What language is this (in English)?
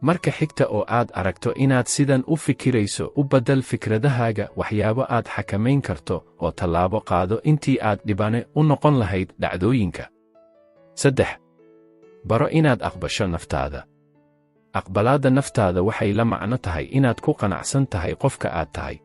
Somali